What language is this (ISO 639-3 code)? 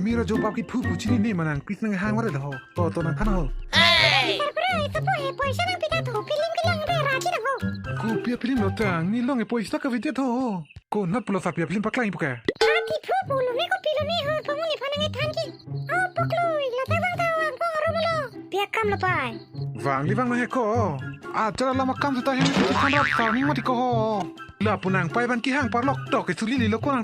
mjw